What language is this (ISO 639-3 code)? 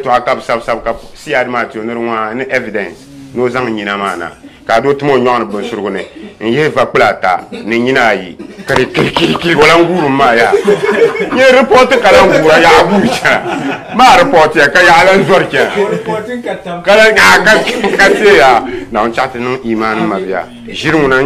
dag